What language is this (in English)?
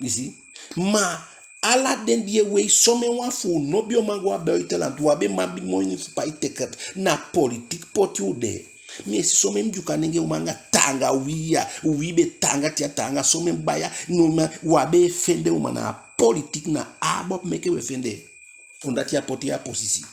Eastern Maroon Creole